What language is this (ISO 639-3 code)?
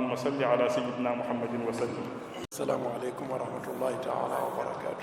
ful